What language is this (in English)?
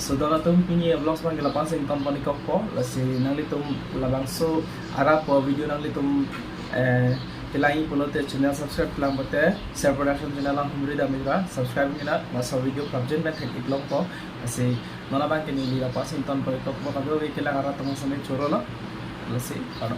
Karbi